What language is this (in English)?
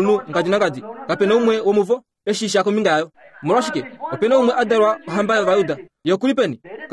Kuanyama